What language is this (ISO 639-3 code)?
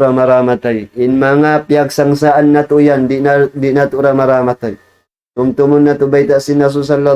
tsg